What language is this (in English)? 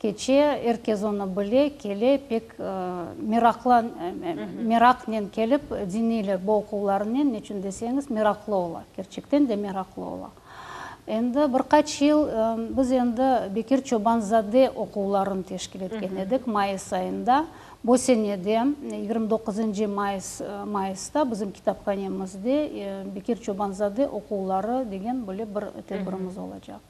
Crimean Tatar